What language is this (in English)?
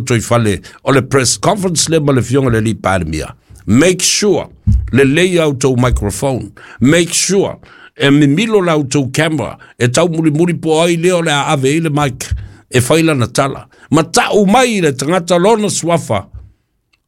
Samoan